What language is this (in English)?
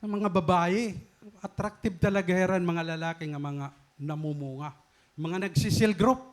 Waray